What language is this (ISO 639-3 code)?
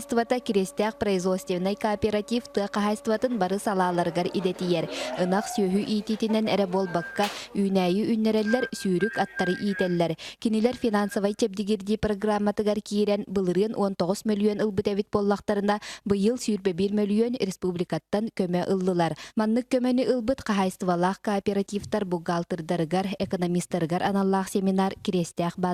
sah